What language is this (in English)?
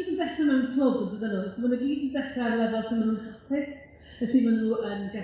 Welsh